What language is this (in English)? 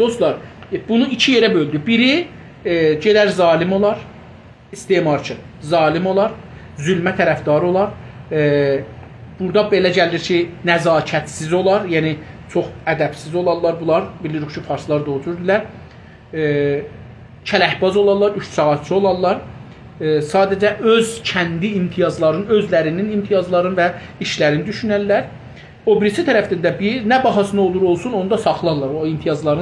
South Azerbaijani